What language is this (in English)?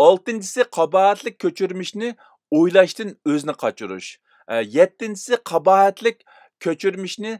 Uyghur